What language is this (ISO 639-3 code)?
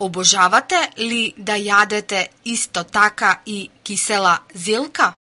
mkd